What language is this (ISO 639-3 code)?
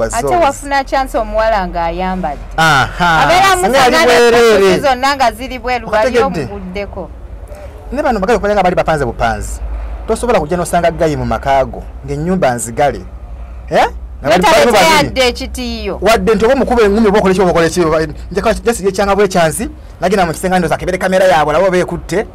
lug